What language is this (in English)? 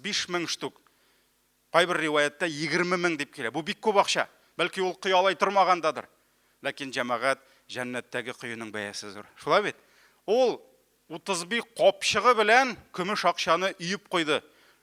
Tatar